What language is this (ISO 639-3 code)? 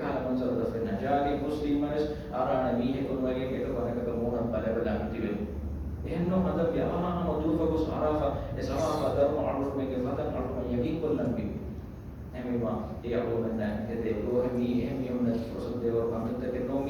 div